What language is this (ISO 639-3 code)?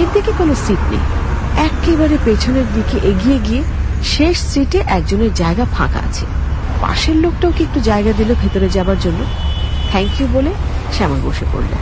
ben